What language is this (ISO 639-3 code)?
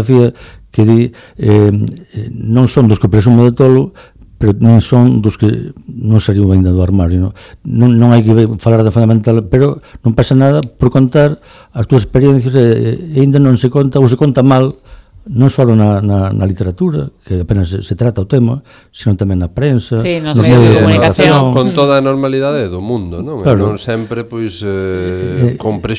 glg